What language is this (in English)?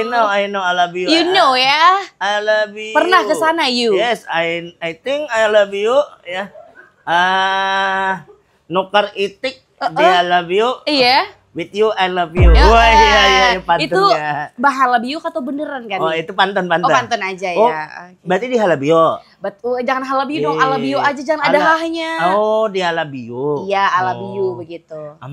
Banjar